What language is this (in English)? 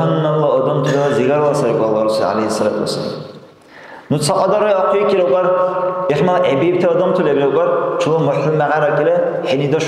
Dargwa